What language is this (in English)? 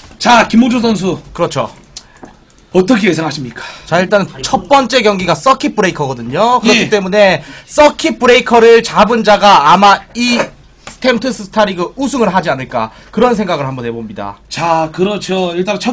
Korean